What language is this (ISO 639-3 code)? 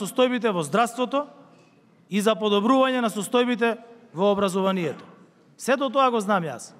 mkd